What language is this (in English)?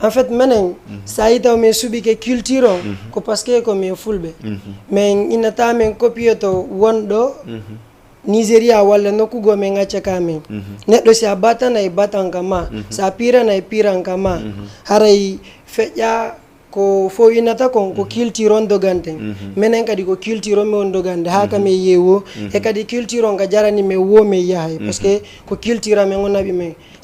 Fula